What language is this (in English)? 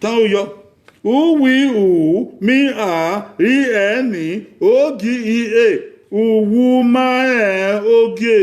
Bini